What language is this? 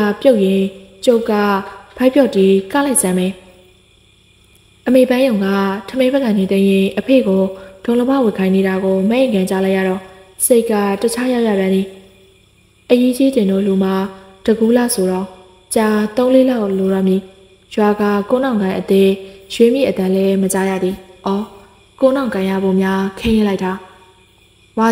Burmese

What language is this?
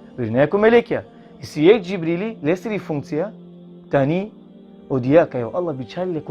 Balkan Romani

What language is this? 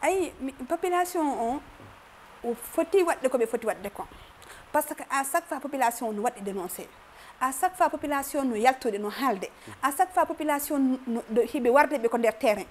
Fula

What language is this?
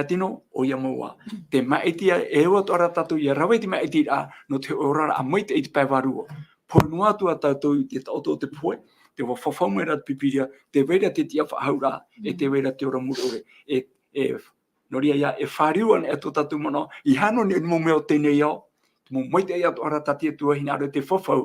Tahitian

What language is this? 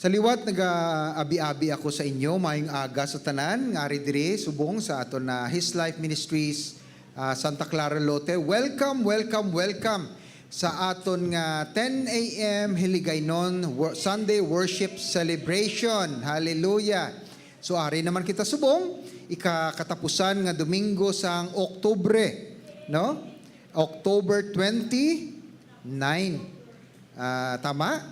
Hiligaynon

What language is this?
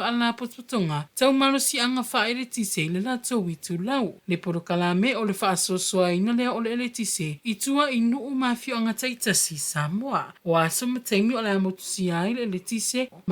Samoan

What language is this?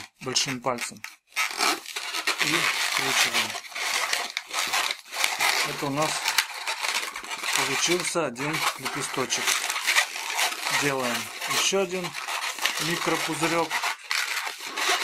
Russian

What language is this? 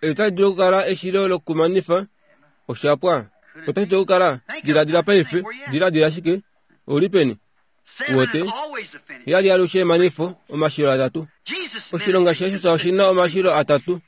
Kuanyama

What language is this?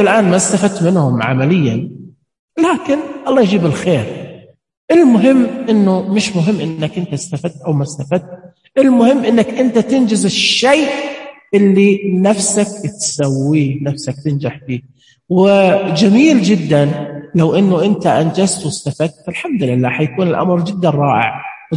Najdi Arabic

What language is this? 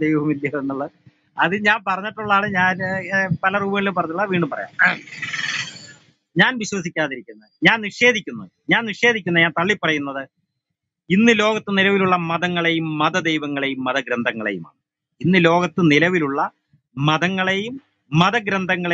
Malayalam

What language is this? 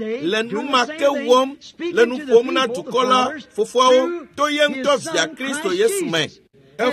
Ewe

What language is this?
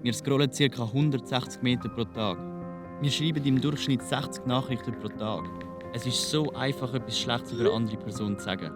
Swiss German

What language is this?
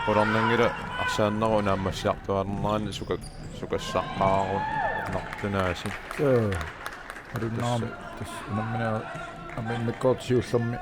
Kalaallisut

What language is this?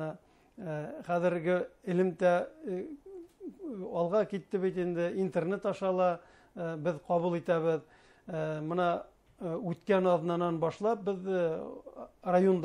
Bashkir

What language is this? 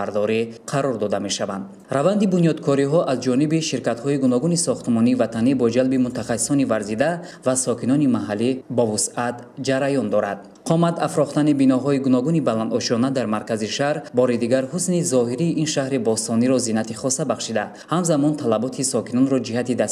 Tajik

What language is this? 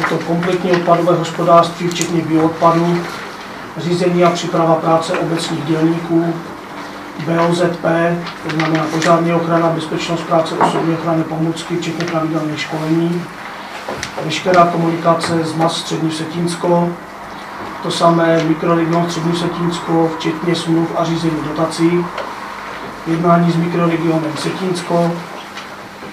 Czech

